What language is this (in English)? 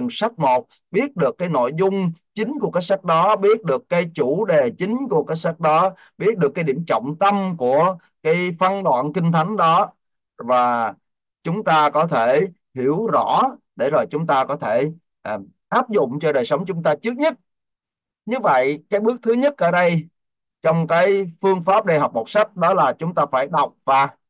Vietnamese